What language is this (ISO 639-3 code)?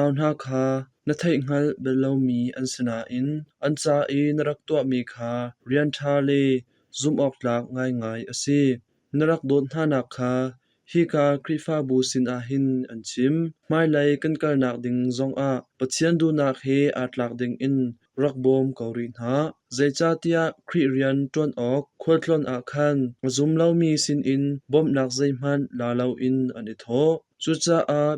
cnh